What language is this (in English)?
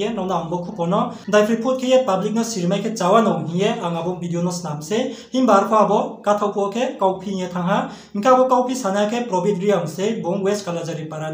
Riang (India)